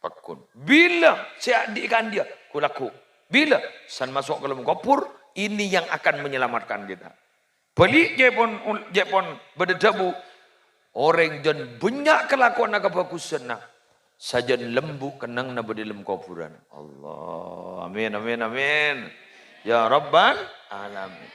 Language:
Madurese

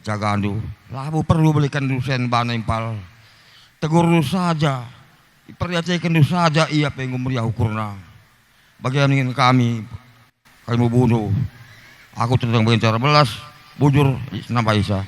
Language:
Batak Karo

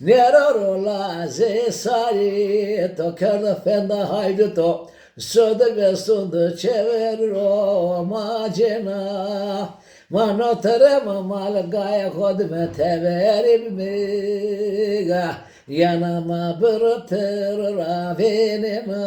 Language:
Zaza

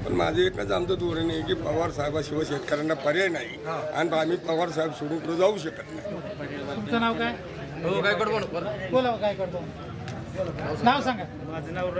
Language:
Marathi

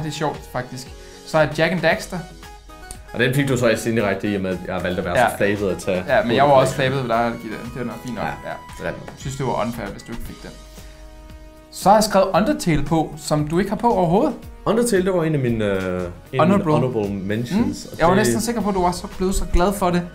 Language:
Danish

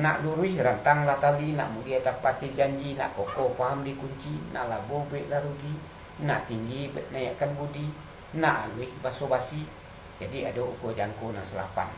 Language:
Minangkabau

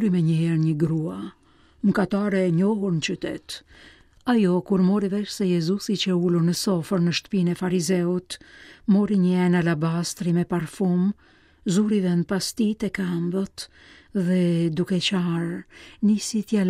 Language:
Albanian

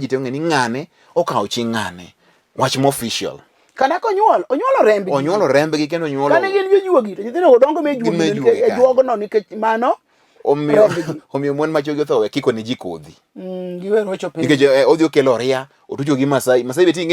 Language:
Luo (Kenya and Tanzania)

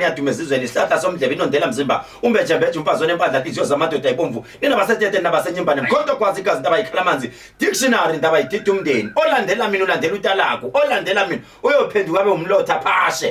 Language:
Zulu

